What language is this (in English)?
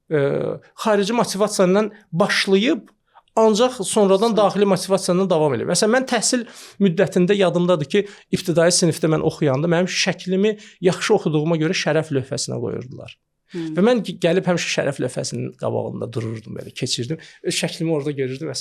Azerbaijani